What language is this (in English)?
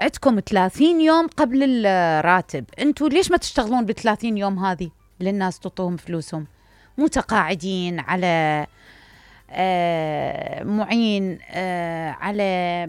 Mesopotamian Arabic